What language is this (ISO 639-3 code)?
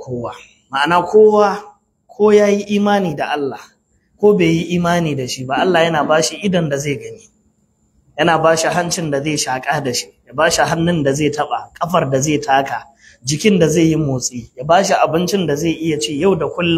hau